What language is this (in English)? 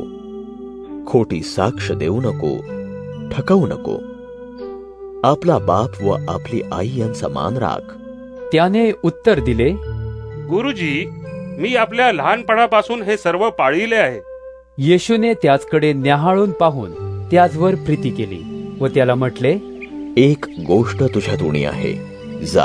Marathi